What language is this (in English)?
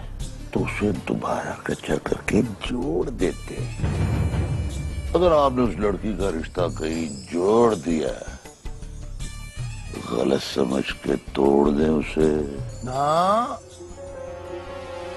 Hindi